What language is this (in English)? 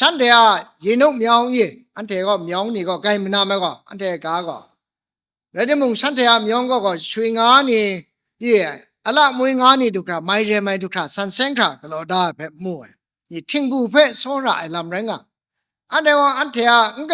Kachin